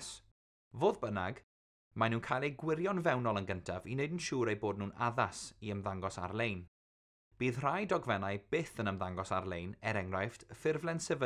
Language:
Welsh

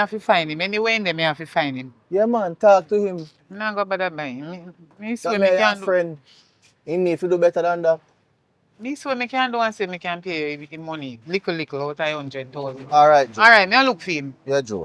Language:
Jamaican Creole English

